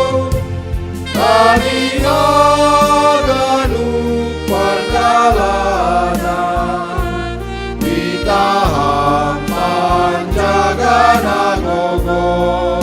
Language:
Batak Simalungun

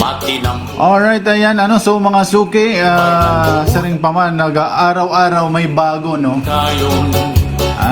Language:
Waray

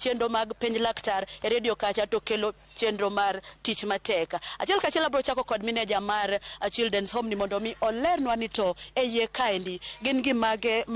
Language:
Luo (Kenya and Tanzania)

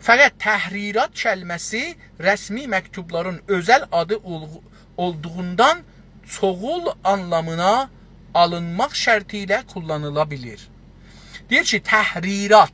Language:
South Azerbaijani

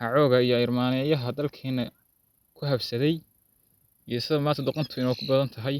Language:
Somali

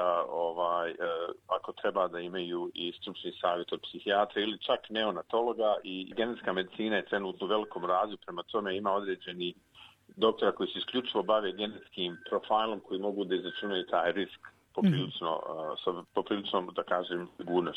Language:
Serbian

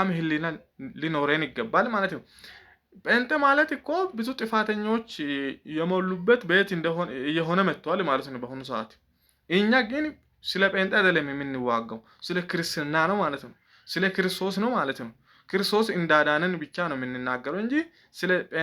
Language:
Amharic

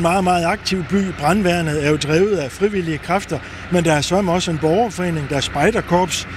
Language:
Danish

